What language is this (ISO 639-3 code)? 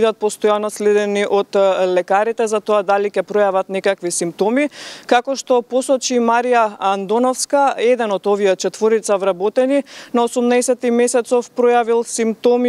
mkd